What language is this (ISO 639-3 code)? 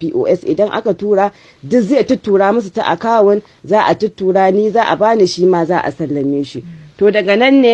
hau